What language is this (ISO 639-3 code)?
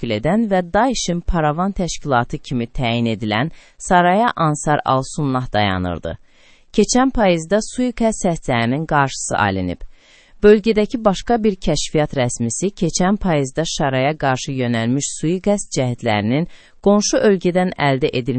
aze